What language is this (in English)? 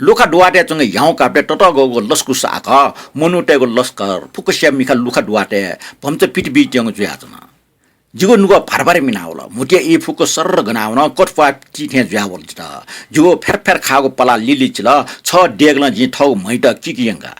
Newari